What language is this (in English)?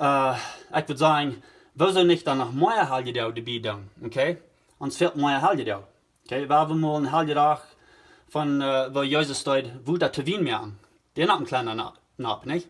Plautdietsch